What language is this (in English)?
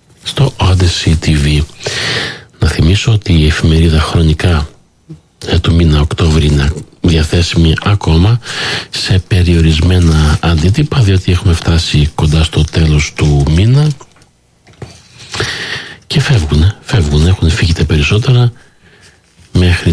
Greek